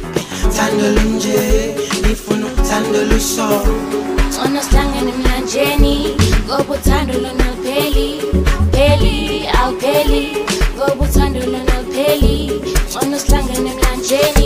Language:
Zulu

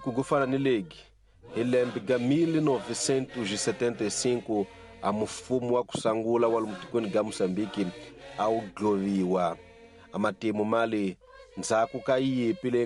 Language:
Tsonga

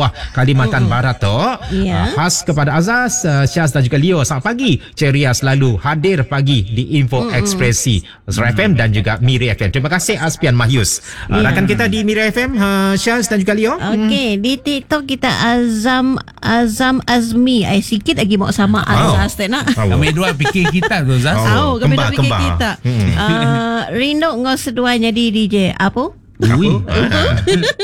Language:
Malay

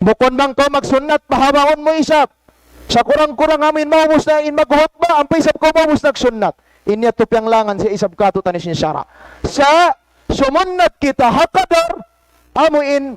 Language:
Tausug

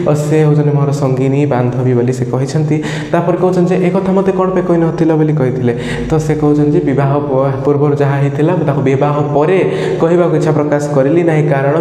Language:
Odia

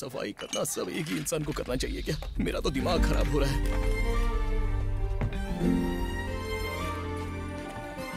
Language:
Hindi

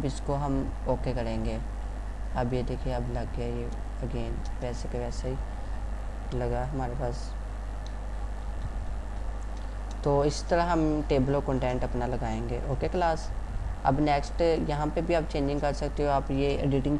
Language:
Hindi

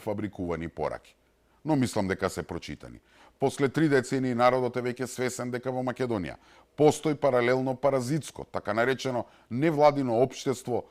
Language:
Macedonian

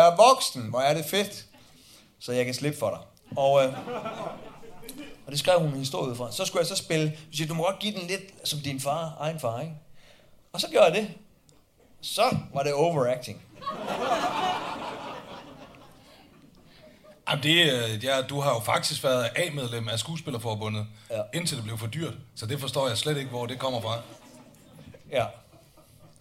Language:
Danish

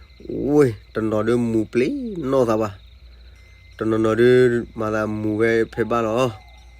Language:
S'gaw Karen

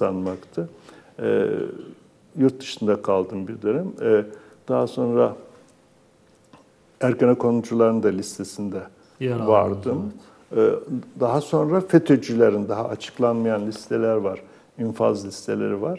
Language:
Turkish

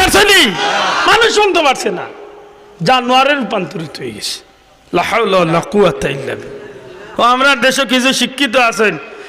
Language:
Sylheti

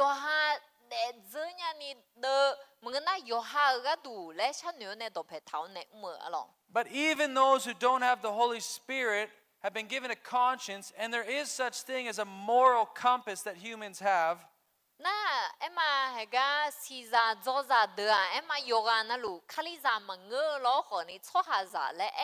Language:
Akha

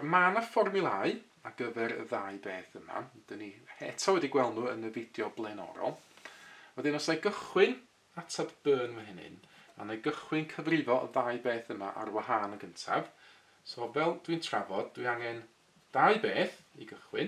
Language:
Welsh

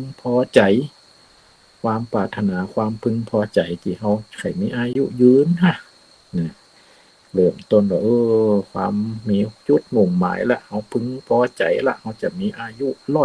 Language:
Thai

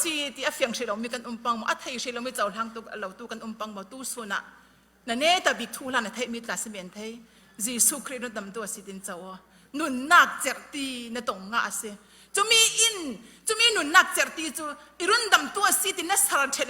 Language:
Falam Chin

